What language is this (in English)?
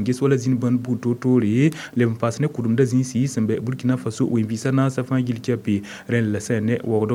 Mossi